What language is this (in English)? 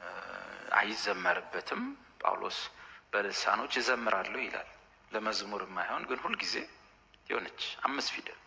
Amharic